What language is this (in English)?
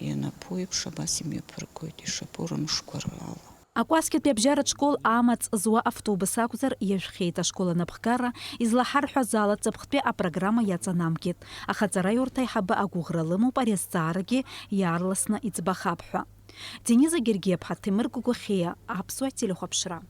Abkhazian